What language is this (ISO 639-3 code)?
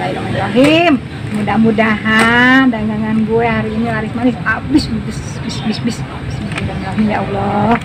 bew